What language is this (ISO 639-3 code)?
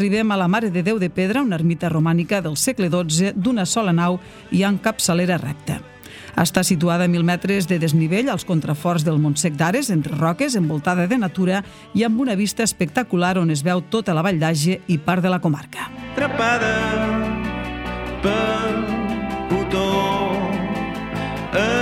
cat